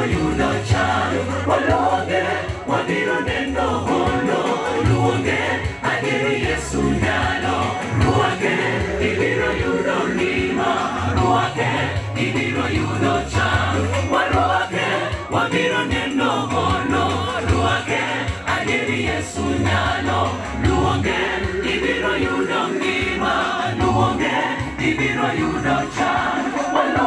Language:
Luo (Kenya and Tanzania)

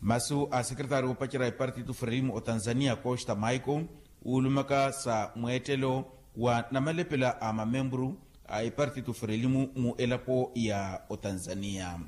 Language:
Makhuwa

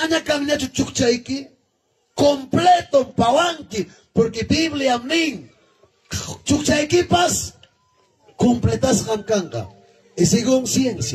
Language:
Ayacucho Quechua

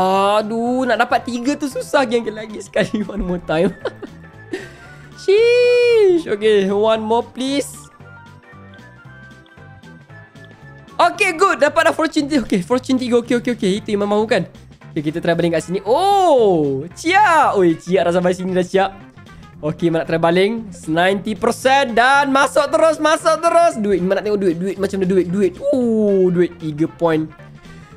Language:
Malay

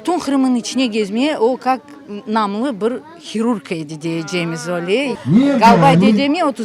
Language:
Crimean Tatar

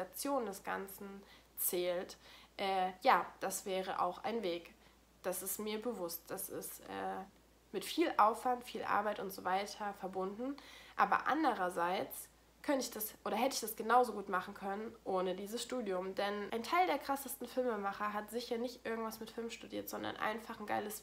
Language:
German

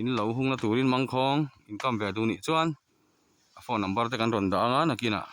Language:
Mizo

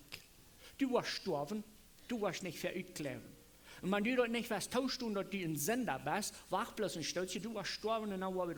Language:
Plautdietsch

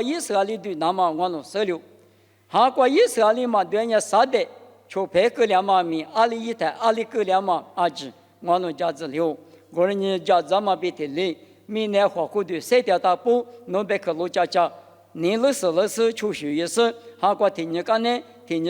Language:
Lisu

